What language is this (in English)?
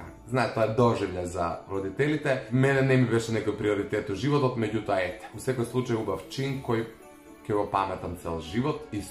Macedonian